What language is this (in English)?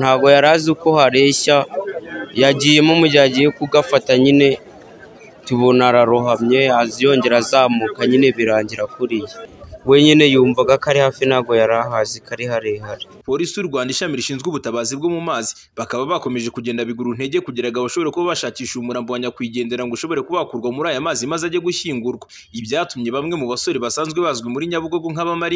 Kinyarwanda